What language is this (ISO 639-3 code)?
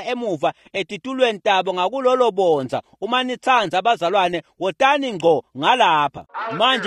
ssw